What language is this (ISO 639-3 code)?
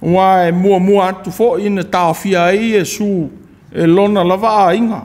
smo